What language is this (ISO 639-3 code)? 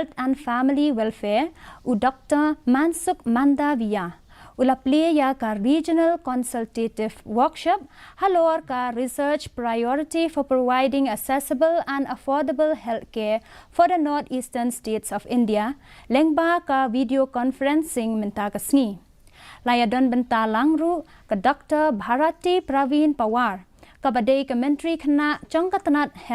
kha